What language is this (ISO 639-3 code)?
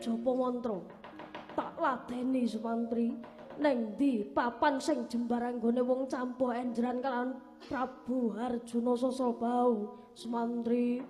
jav